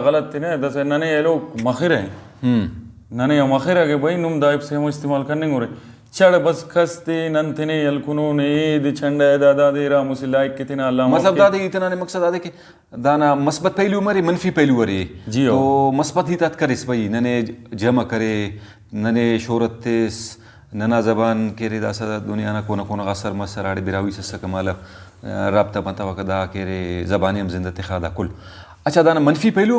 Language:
Brahui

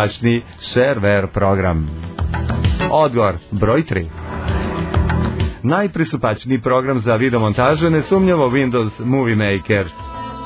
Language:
Serbian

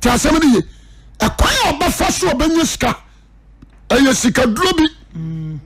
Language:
Akan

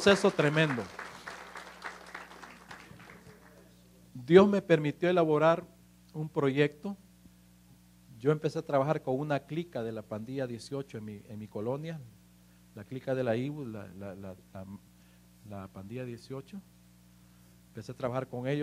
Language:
Spanish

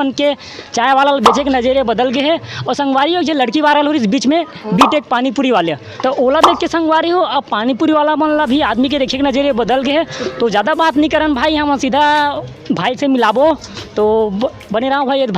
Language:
Chhattisgarhi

